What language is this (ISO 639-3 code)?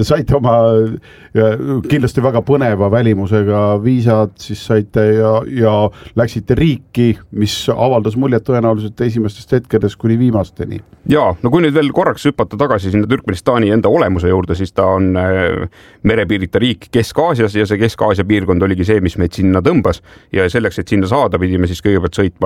est